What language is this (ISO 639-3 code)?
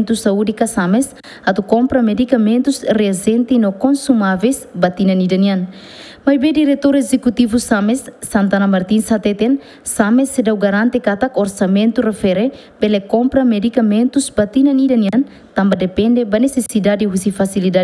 tet